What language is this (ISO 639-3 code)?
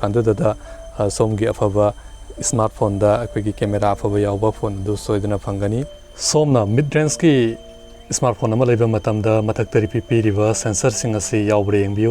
mni